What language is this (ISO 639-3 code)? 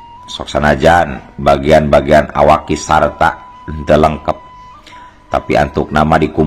sun